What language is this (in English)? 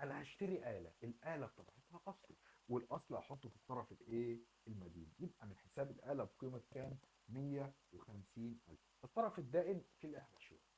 Egyptian Arabic